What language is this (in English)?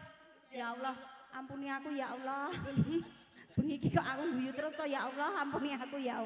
Javanese